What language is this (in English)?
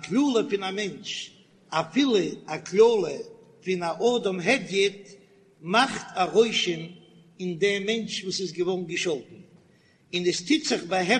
Yiddish